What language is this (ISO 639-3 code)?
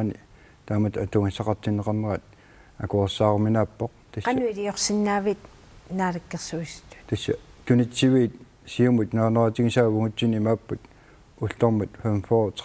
kal